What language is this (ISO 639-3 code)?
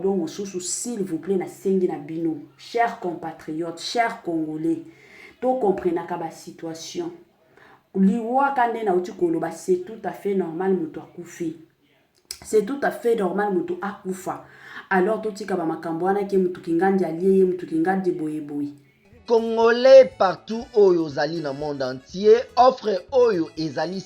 lin